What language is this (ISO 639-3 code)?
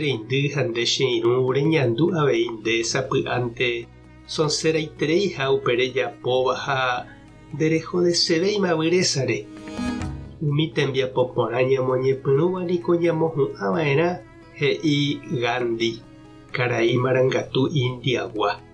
grn